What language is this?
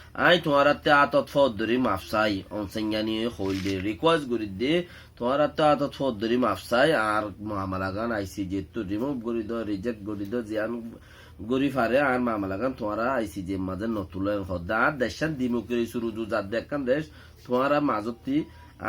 Rohingya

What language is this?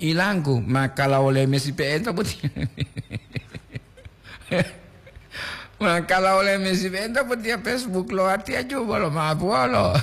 Gorontalo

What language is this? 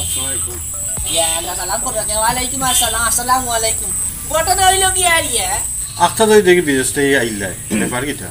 Sylheti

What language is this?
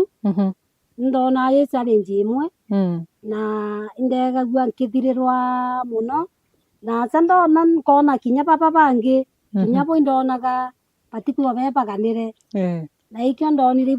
Meru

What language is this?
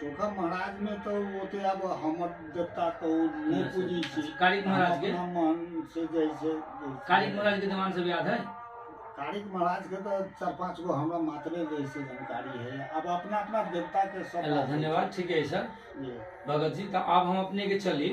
Maithili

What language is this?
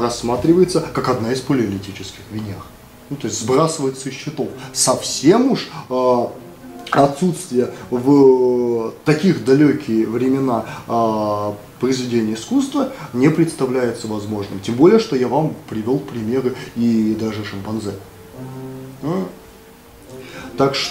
Russian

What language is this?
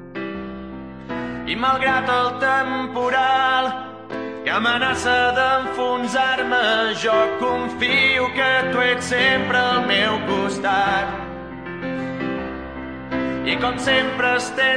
Catalan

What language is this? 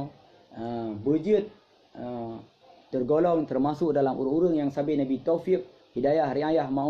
Achinese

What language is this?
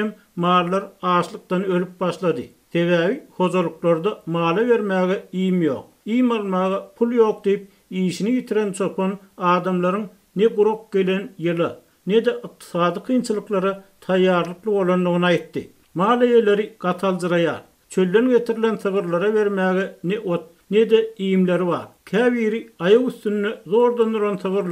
Turkmen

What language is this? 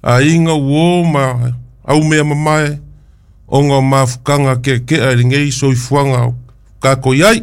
Samoan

